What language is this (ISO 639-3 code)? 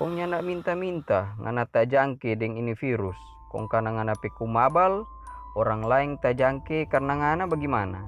xmm